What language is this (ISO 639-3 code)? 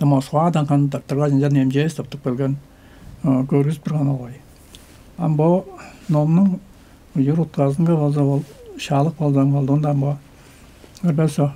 tyv